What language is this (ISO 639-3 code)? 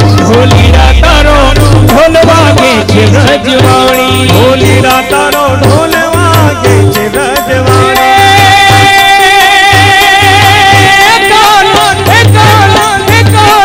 guj